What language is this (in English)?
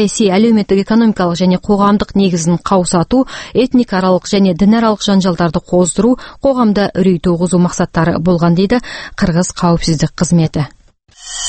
Kazakh